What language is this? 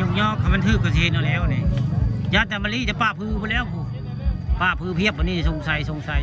Northeastern Thai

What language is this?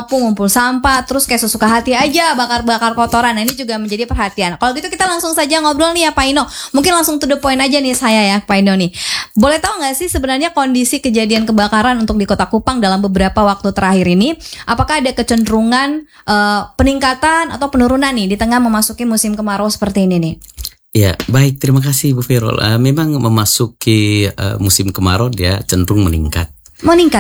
Indonesian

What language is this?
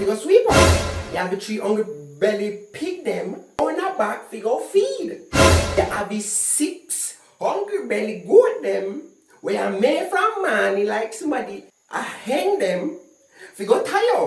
Jamaican Creole English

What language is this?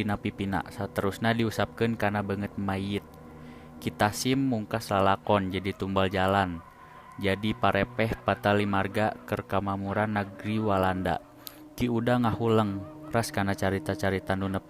Sundanese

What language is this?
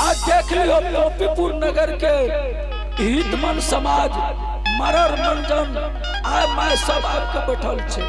Angika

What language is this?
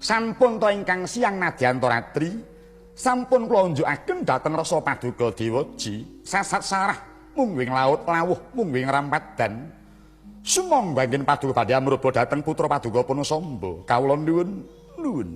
Javanese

